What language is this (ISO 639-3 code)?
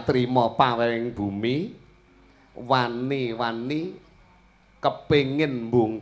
jav